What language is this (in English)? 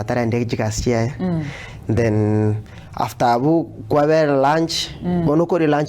Gusii